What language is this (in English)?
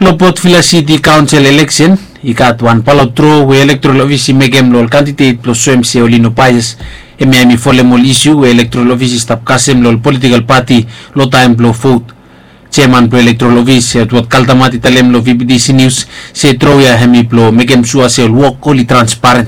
Bislama